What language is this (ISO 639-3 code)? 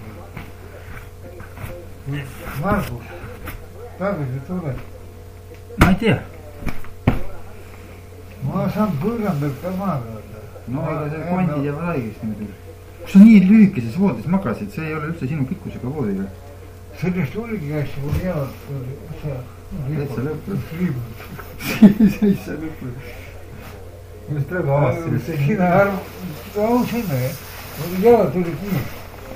est